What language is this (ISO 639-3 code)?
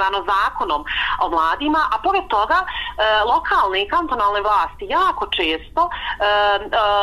bos